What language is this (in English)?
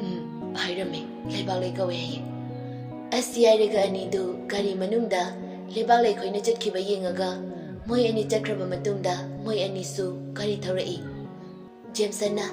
Manipuri